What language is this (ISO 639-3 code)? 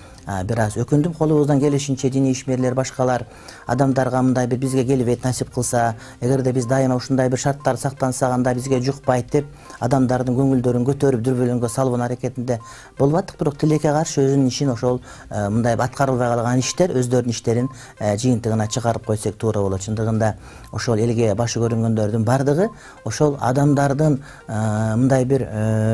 kir